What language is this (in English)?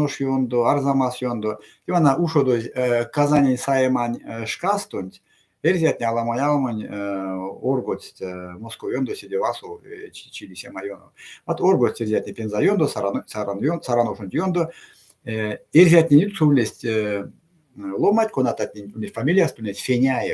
Erzya